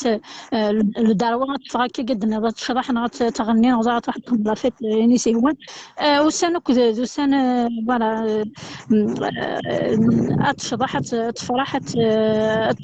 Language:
Kabyle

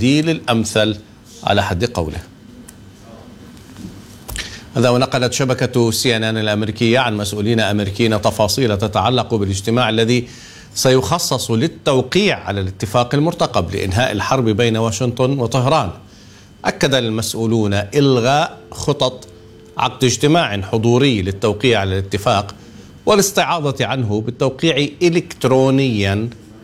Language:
Arabic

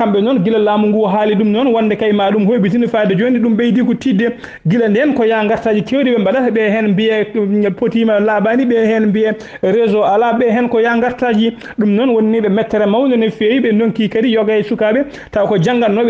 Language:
Fula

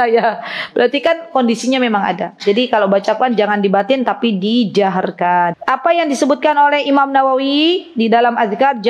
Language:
Indonesian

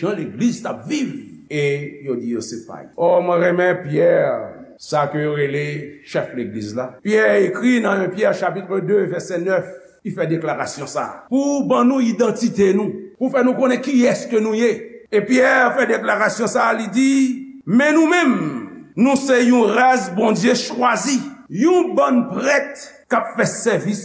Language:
Haitian Creole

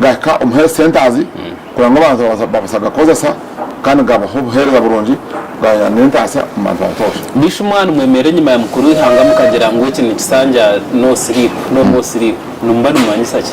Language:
Nyankole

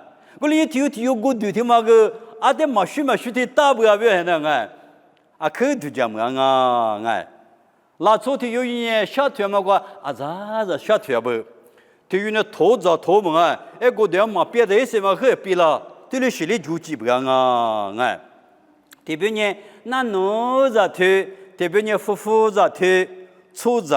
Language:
Lisu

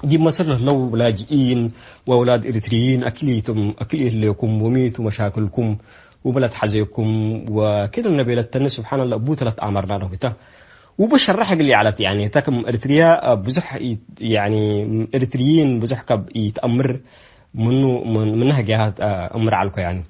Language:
Tigre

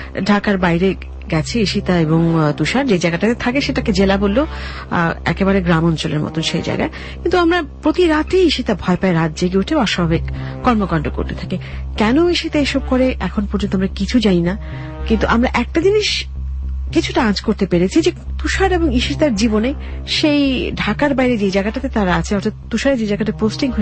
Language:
Bangla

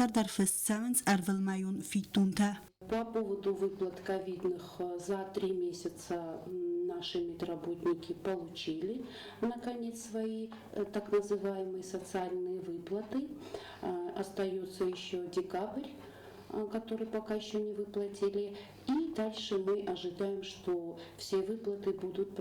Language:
Ossetic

